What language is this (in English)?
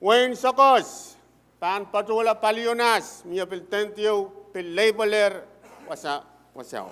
Pohnpeian